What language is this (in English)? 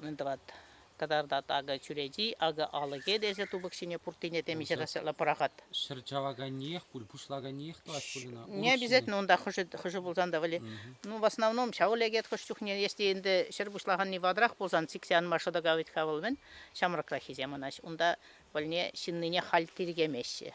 Chuvash